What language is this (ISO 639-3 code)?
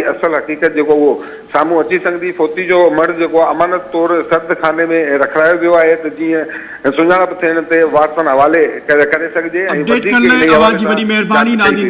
snd